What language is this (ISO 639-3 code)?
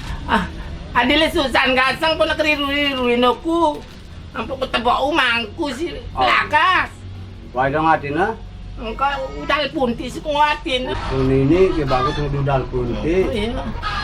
sas